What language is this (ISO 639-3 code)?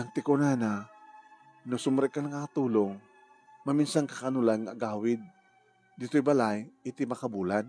ilo